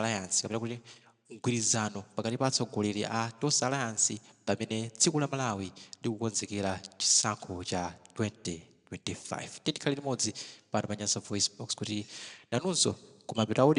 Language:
Nyanja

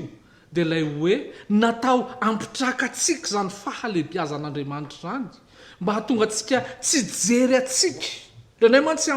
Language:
Malagasy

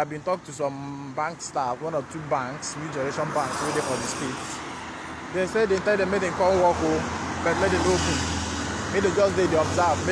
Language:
Nigerian Pidgin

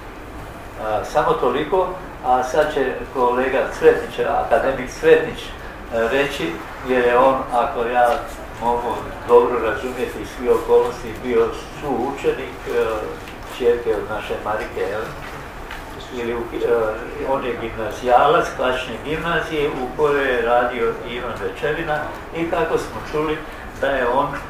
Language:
Croatian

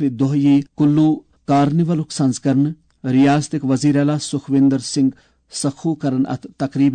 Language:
Kashmiri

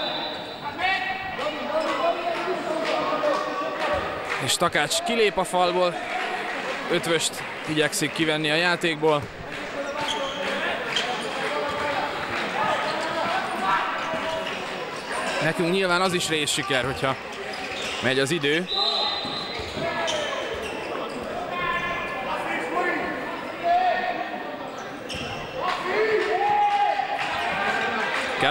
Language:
Hungarian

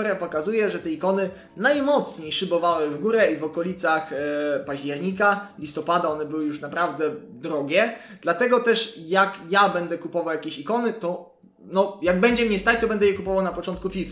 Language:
Polish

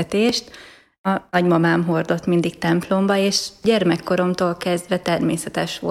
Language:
Hungarian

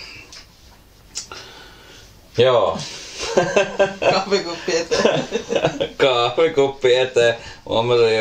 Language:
Finnish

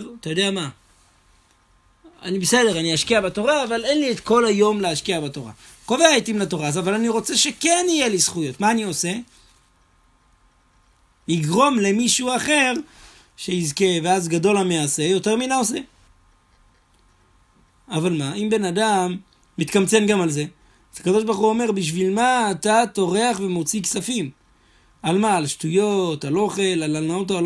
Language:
Hebrew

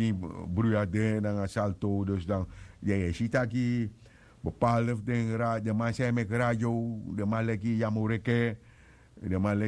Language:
Sranan Tongo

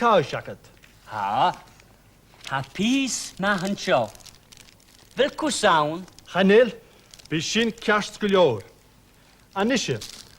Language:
Scottish Gaelic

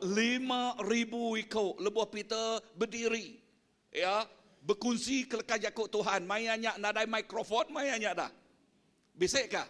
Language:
Iban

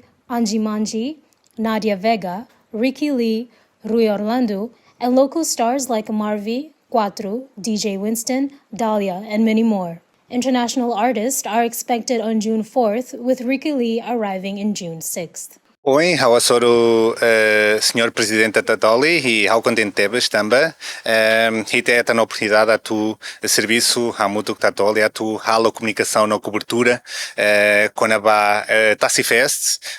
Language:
Tetum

